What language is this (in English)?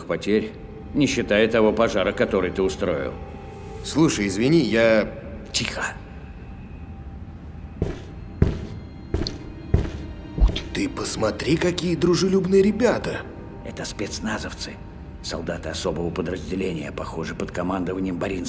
Russian